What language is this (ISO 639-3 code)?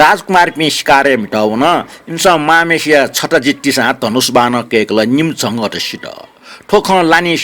new